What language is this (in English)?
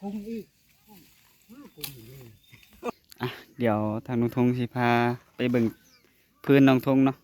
Northeastern Thai